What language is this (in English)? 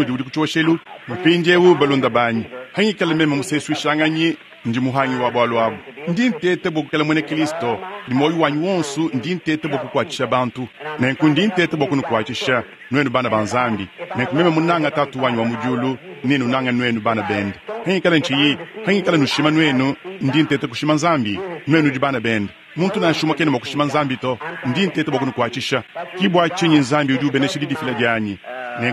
Luba-Lulua